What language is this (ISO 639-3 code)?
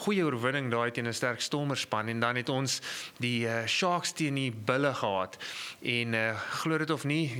afr